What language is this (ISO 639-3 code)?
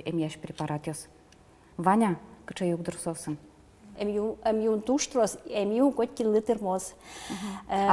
udm